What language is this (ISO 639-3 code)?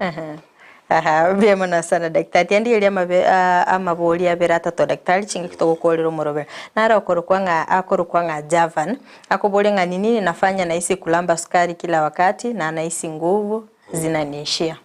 guz